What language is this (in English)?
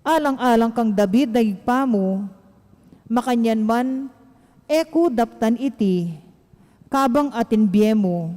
Pampanga